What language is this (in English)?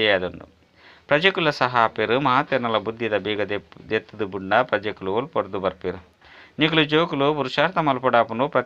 Tulu